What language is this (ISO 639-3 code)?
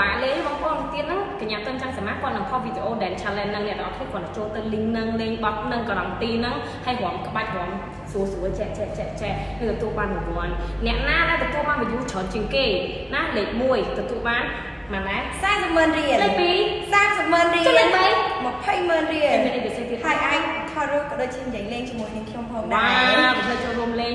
khm